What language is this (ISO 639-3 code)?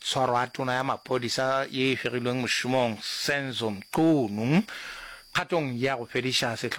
nso